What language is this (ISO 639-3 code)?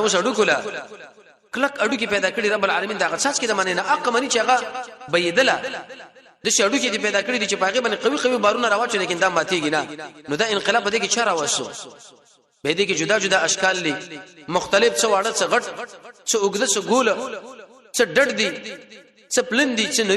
pus